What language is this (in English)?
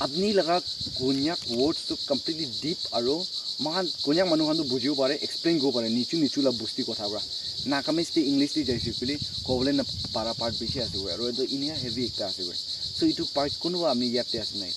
Naga Pidgin